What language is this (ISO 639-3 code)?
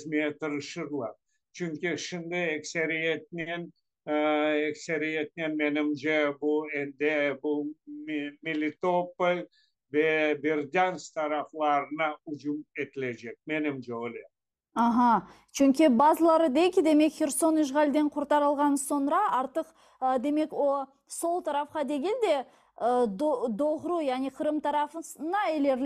crh